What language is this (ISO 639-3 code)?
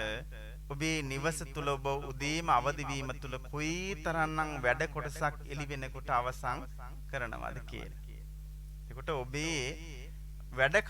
sin